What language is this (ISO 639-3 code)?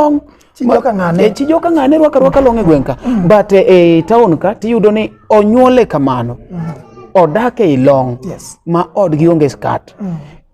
luo